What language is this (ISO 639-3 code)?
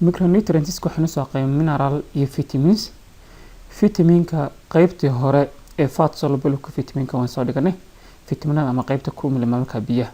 som